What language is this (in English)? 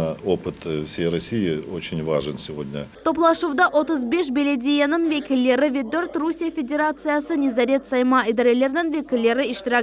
Crimean Tatar